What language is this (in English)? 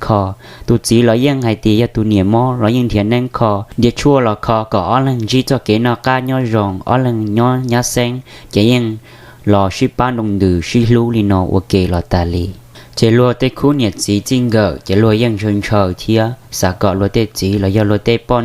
Hmong